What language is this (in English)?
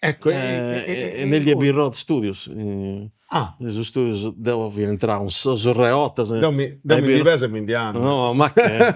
Sardinian